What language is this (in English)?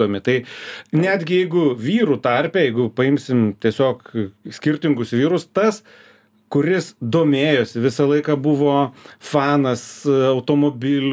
Lithuanian